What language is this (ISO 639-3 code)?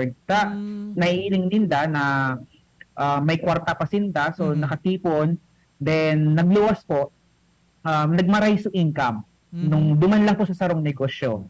bik